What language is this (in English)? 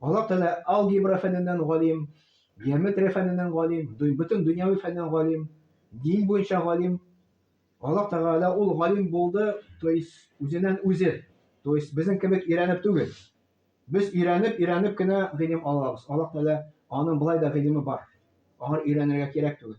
Tatar